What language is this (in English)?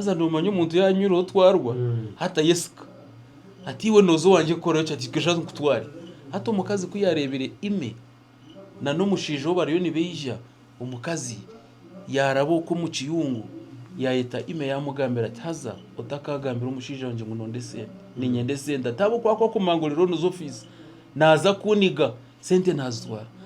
Nyankole